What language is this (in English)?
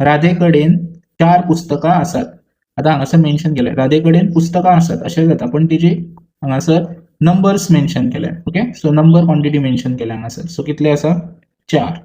Konkani